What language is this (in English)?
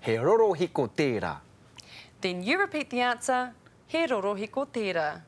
Māori